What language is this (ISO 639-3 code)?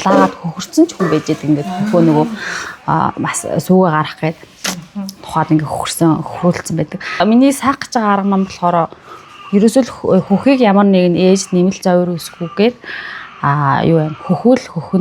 mon